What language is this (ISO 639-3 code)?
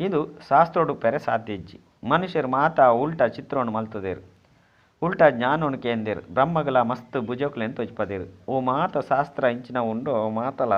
tcy